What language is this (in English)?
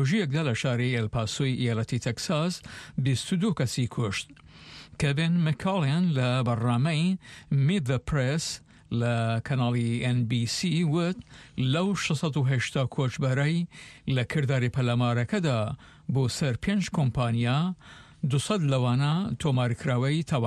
Central Kurdish